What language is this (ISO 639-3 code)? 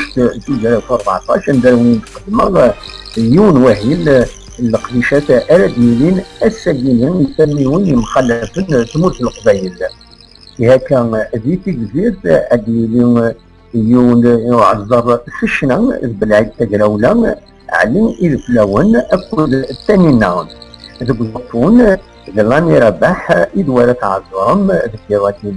kab